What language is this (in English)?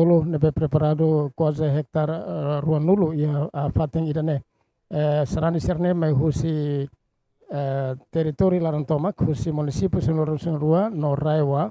Tetum